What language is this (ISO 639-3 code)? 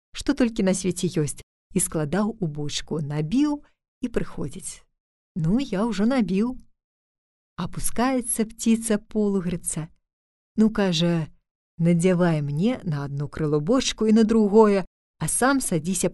bel